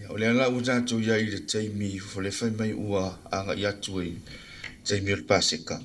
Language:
Samoan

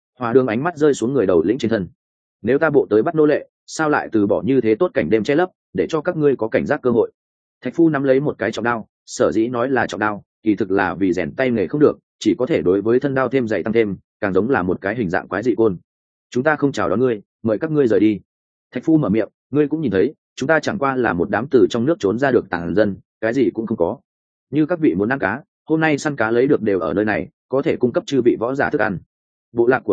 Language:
Vietnamese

